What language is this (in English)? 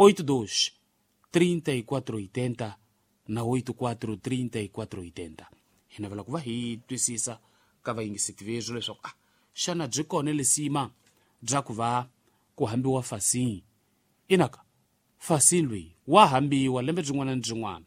Tsonga